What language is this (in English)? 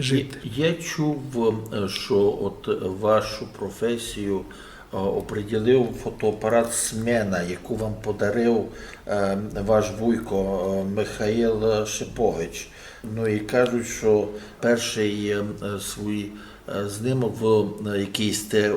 Rusyn